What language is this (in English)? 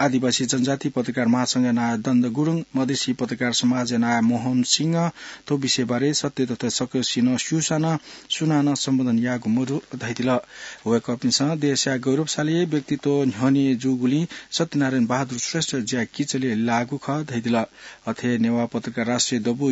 Newari